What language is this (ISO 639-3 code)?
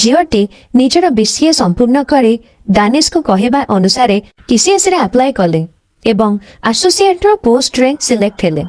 ori